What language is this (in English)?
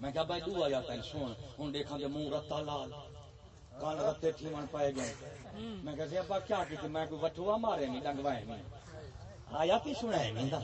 Saraiki